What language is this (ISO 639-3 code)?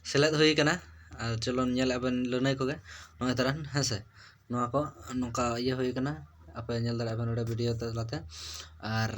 sat